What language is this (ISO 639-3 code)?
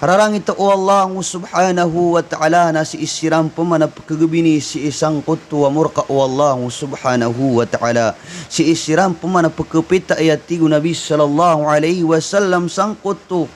mrw